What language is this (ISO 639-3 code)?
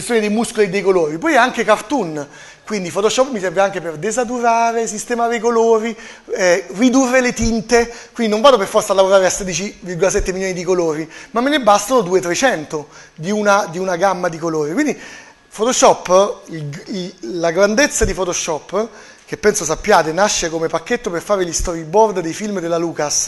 ita